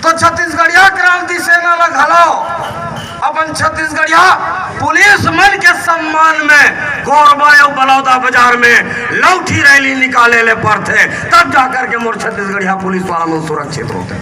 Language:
Chhattisgarhi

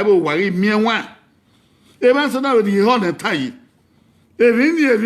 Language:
Bini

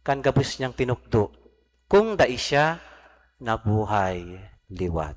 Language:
Bikol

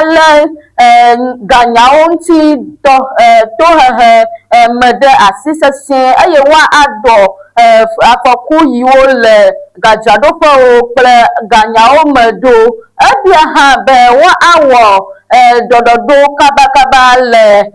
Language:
Ewe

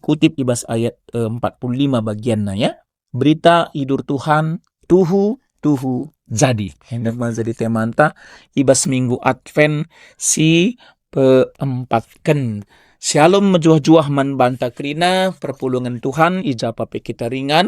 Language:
Batak Karo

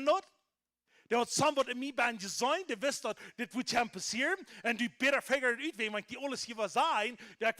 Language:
Plautdietsch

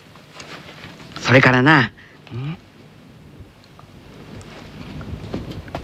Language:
Japanese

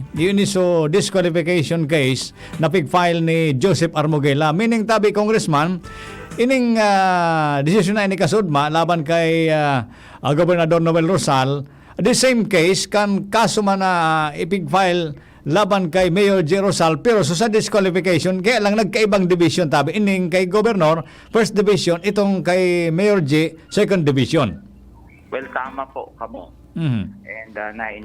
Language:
Bikol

